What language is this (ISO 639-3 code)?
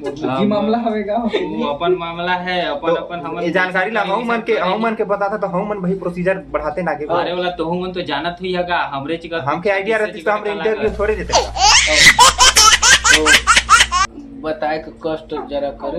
hne